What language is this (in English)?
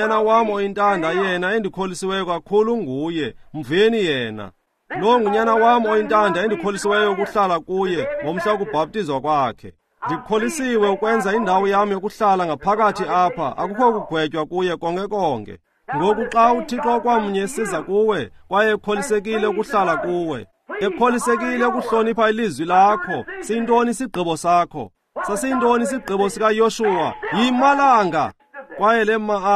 Xhosa